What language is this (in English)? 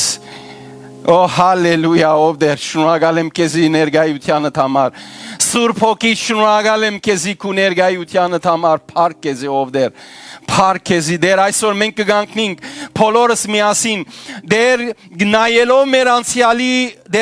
Western Armenian